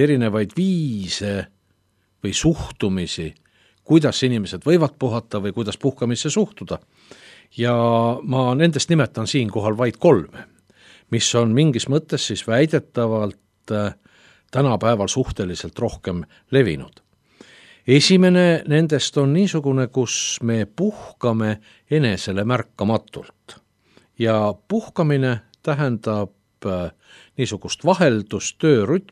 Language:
Estonian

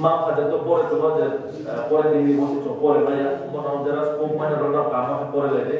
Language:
Riang (India)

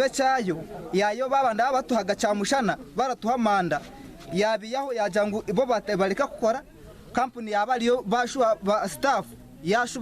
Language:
Nyankole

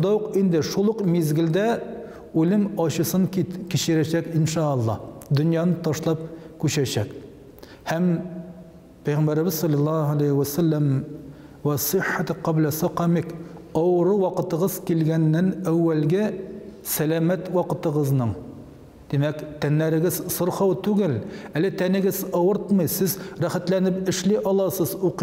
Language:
Tatar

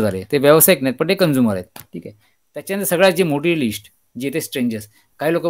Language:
Marathi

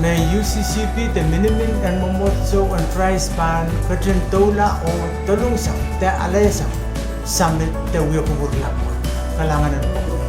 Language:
Pohnpeian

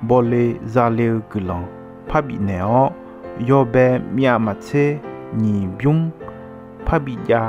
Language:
Akha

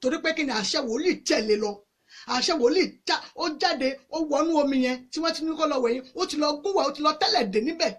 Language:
Yoruba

